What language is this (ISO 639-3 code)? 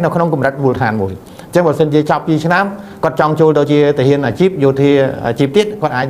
khm